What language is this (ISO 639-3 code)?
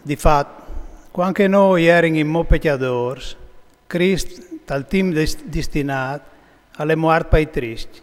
fur